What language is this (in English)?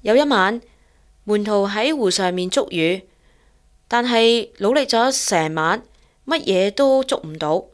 Cantonese